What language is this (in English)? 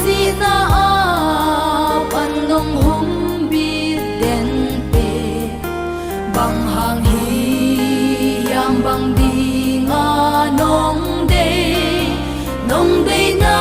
Paite Chin